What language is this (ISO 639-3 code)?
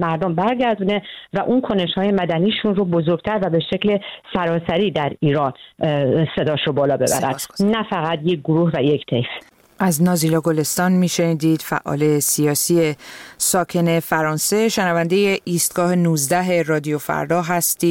fas